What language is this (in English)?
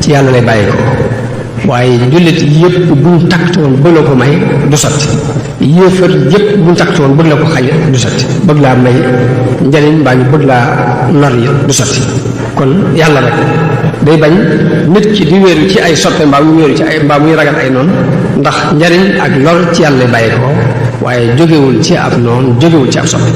Wolof